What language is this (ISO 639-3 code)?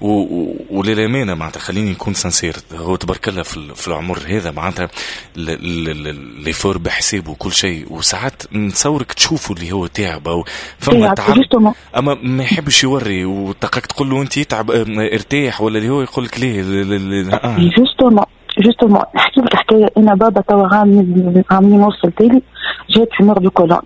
aeb